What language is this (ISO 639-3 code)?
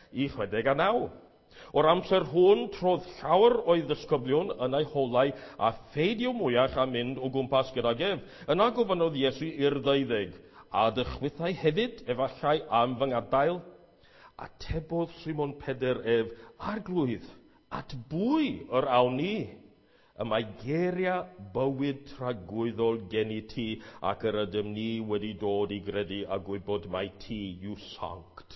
cym